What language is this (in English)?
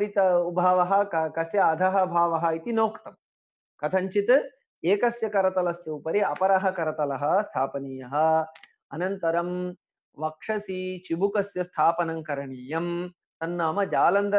Sanskrit